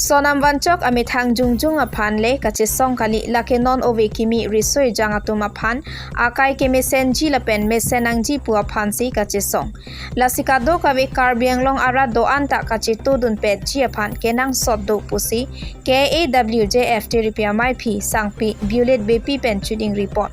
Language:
Karbi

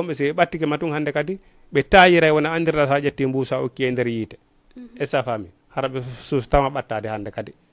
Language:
Fula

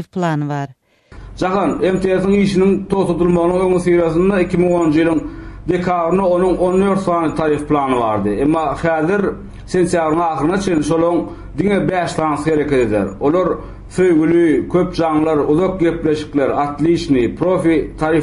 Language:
Turkmen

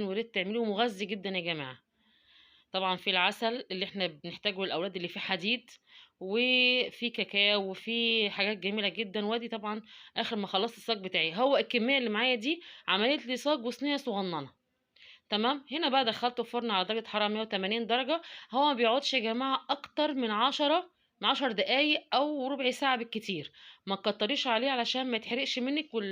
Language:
Egyptian Arabic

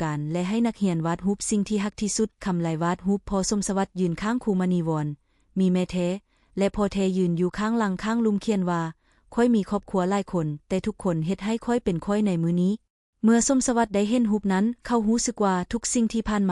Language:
Lao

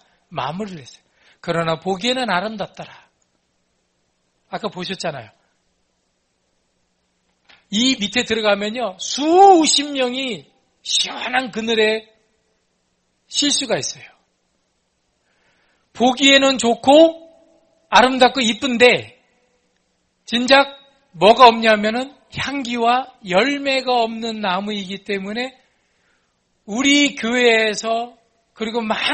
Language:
Korean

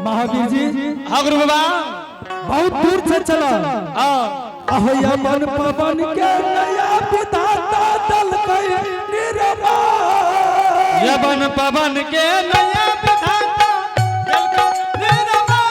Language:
Angika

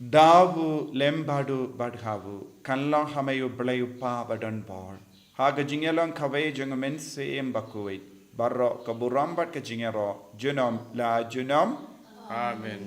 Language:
Khasi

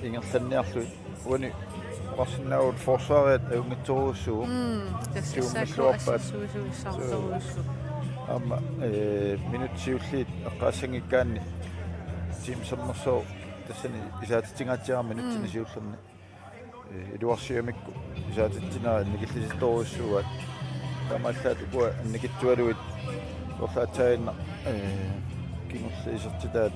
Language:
Kalaallisut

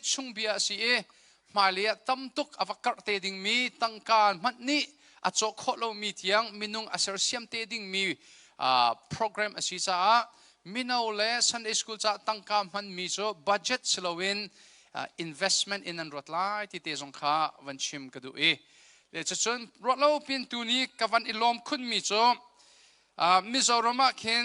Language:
Hakha Chin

